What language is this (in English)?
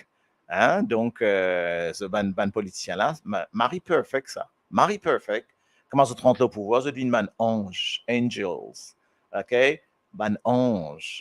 Morisyen